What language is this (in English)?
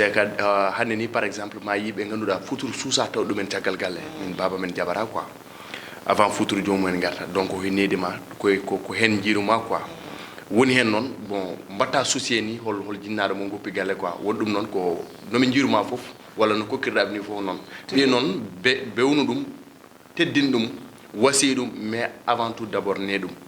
Fula